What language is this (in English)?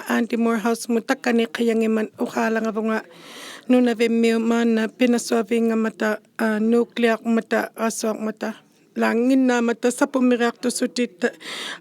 Inuktitut